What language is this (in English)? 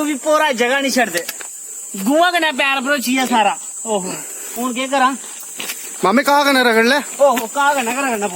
Dogri